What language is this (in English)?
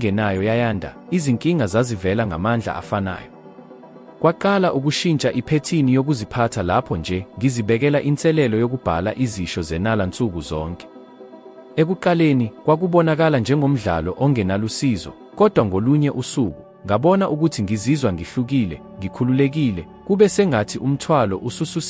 Zulu